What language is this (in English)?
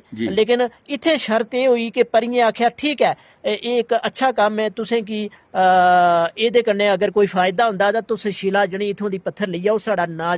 Dogri